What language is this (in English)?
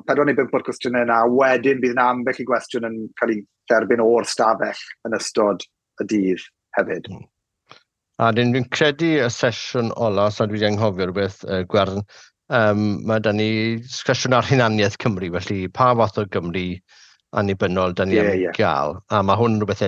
Welsh